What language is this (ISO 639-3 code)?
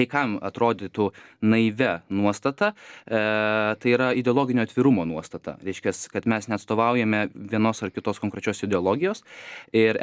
lit